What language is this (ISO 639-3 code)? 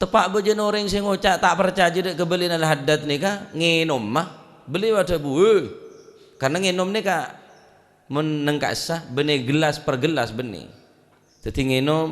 mad